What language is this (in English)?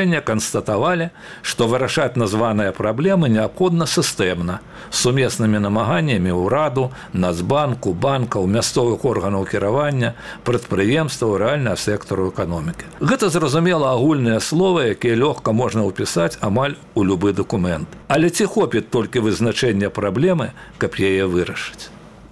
Belarusian